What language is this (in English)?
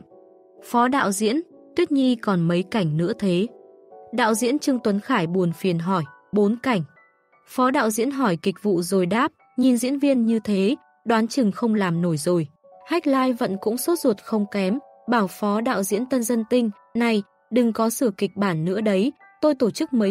Vietnamese